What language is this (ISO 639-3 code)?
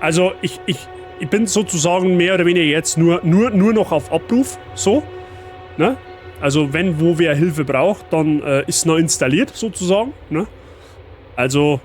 bar